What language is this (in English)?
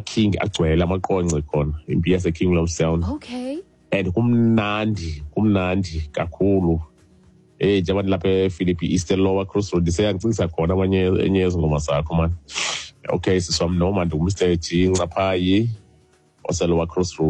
Xhosa